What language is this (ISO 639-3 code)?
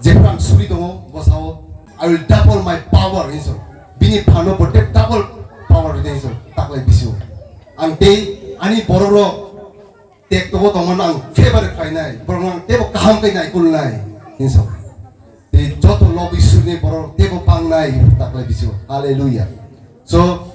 trp